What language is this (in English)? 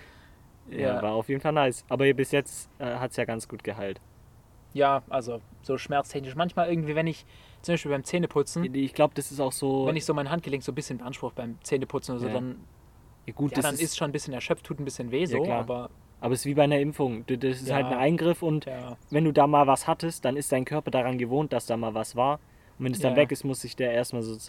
German